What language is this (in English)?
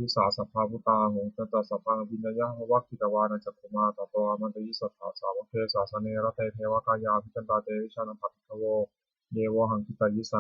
Pali